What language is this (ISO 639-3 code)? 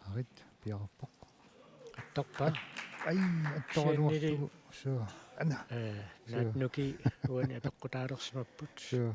kal